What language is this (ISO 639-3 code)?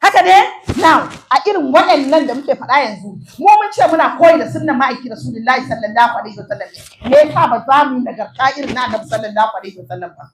hau